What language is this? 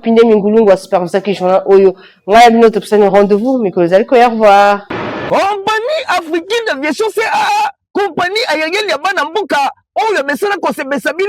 Lingala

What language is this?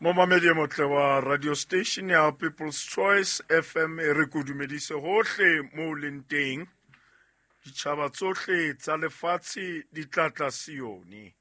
Southern Sotho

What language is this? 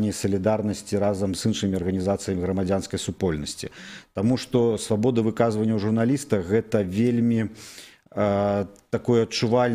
Belarusian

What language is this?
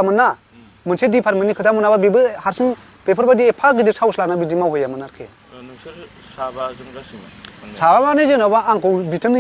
Bodo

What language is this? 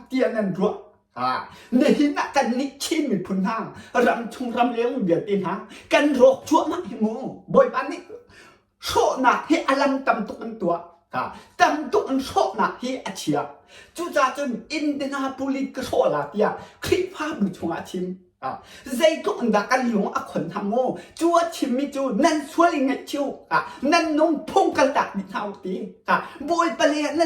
Hakha Chin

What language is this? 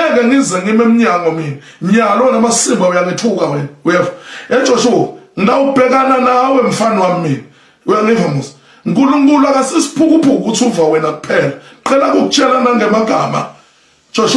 Swati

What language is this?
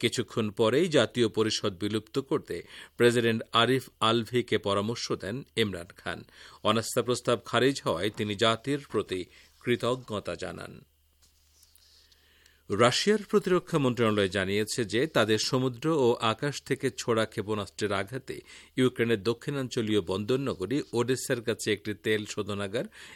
Bangla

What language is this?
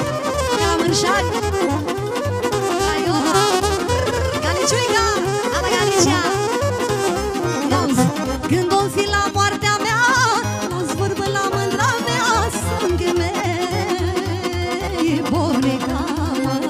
Romanian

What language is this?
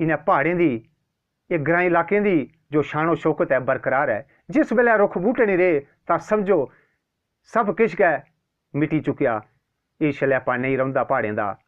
Dogri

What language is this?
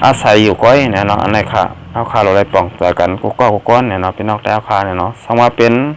Shan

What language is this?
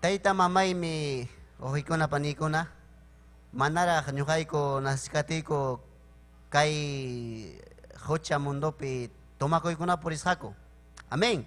Ayacucho Quechua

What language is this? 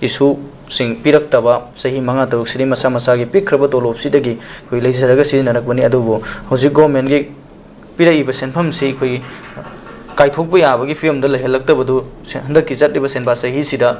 Manipuri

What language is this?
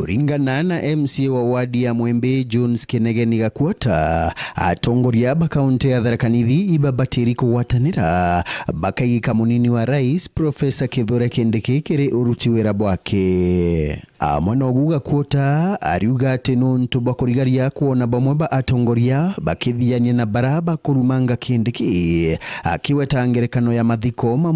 Meru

